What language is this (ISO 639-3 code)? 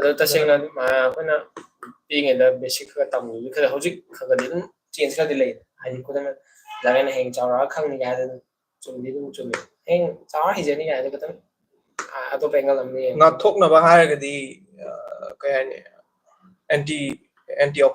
mni